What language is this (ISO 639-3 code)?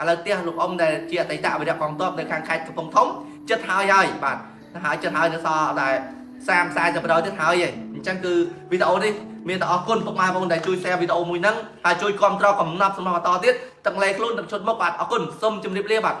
khm